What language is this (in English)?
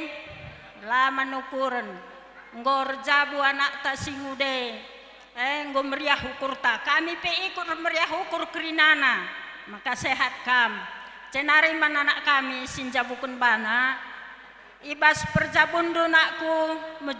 Batak Karo